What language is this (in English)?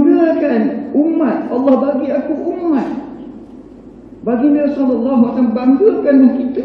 Malay